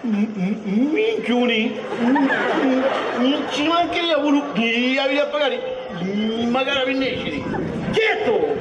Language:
Sicilian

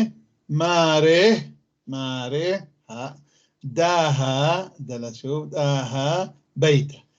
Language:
North Levantine Arabic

